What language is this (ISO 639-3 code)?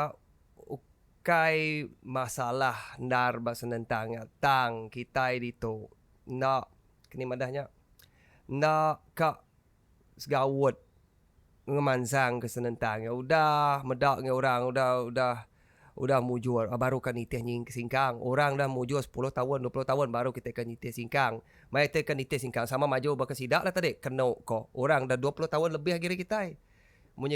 iba